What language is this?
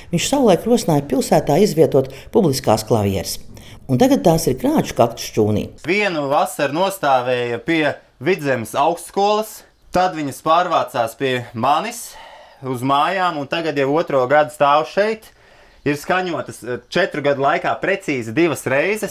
Latvian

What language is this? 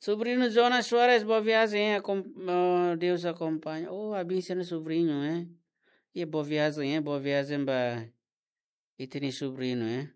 Tetum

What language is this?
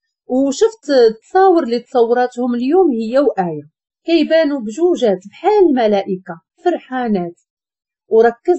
Moroccan Arabic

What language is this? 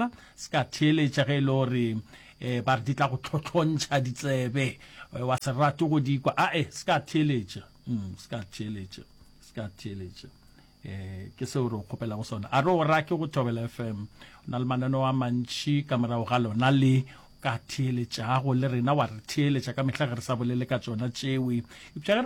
Northern Sotho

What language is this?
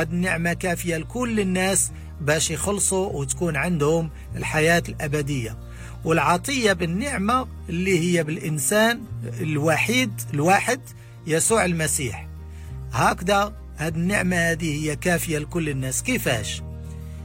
Moroccan Arabic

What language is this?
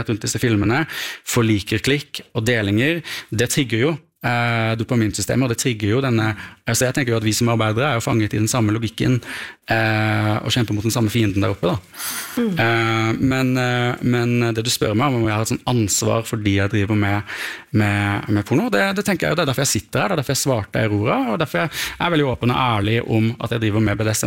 Norwegian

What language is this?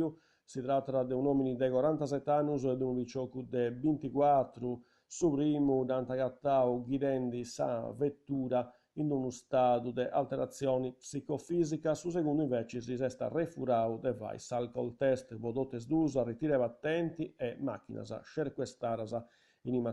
Sardinian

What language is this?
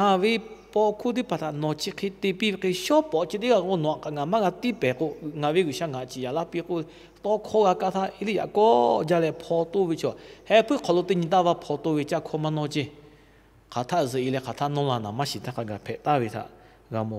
Lahu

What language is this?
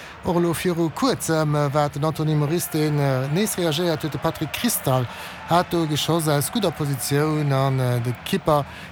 Luxembourgish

